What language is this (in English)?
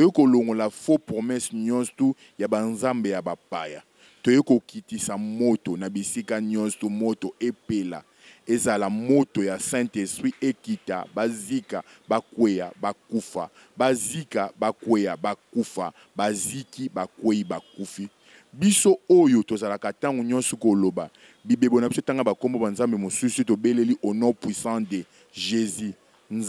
Lingala